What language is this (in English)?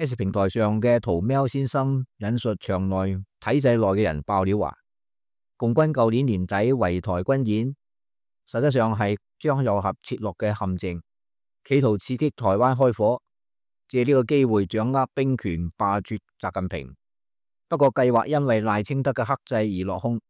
Cantonese